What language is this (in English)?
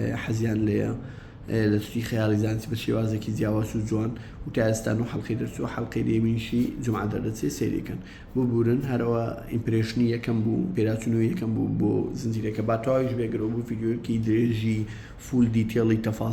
Central Kurdish